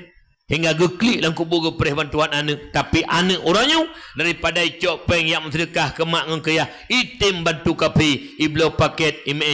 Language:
Achinese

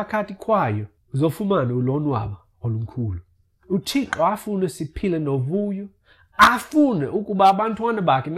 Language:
Xhosa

